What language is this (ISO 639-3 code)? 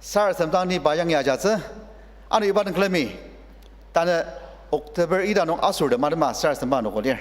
njo